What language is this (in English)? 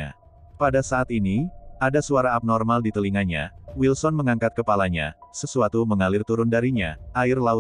Indonesian